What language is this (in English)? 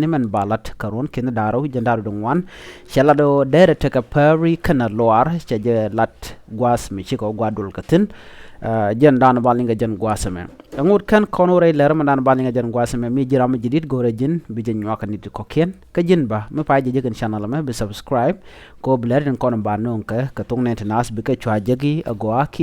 Nuer